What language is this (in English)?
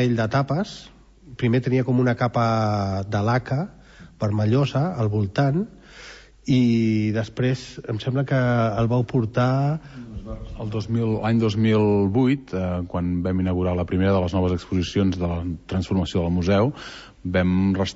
Catalan